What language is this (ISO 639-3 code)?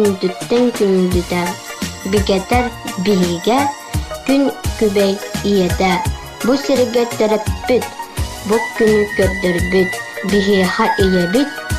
sah